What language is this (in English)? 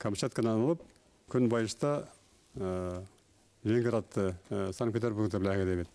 Bashkir